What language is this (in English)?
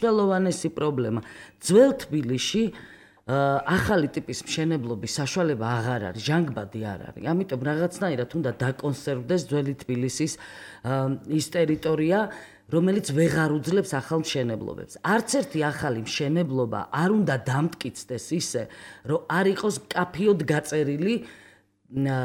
Georgian